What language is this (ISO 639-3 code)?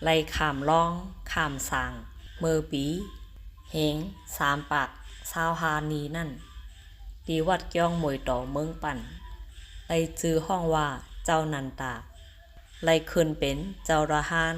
shn